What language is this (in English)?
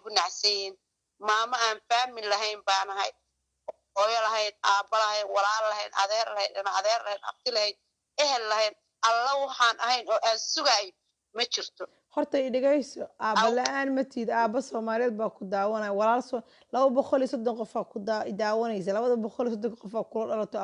Somali